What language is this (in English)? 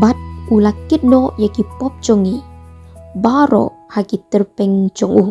Khasi